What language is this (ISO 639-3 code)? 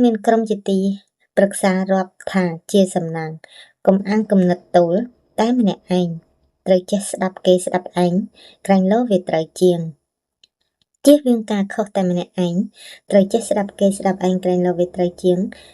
khm